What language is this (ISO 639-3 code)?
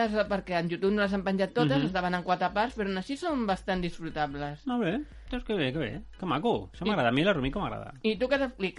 cat